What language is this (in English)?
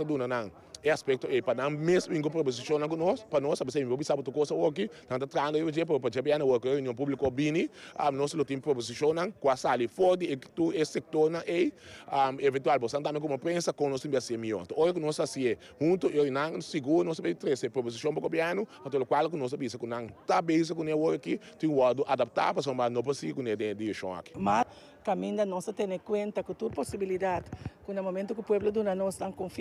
Papiamento